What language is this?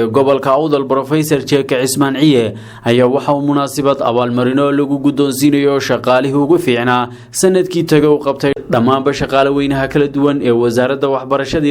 Somali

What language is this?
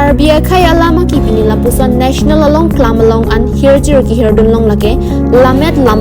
Karbi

